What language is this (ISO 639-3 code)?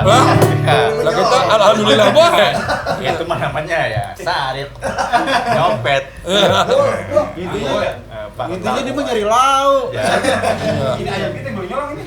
bew